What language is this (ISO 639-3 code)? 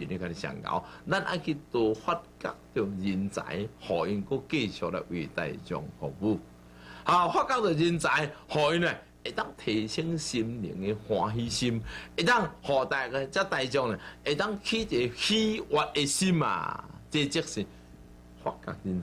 nan